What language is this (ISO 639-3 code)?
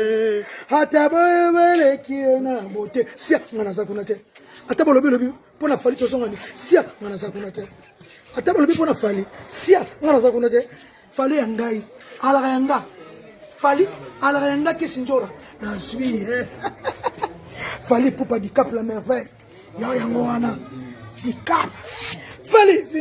lin